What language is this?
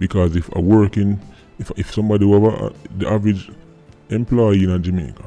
Jamaican Creole English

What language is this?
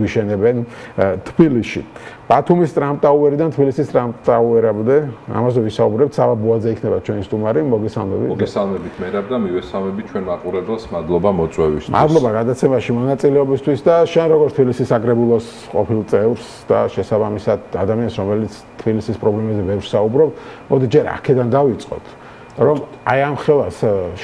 Georgian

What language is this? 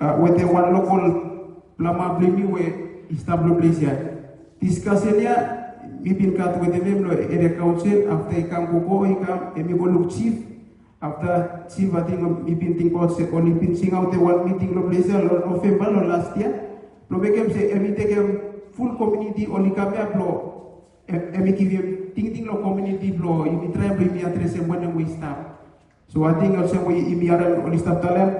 Bislama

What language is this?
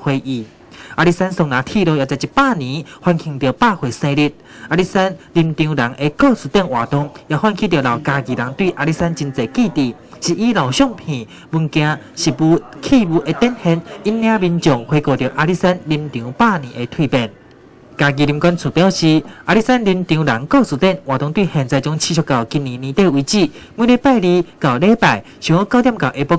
Min Nan Chinese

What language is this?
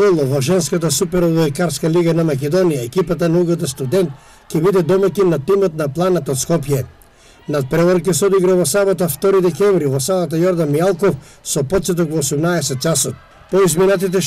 Macedonian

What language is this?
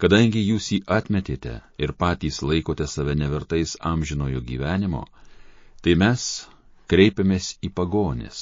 Lithuanian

